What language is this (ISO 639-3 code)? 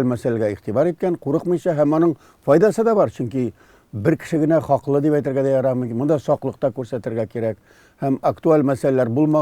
tat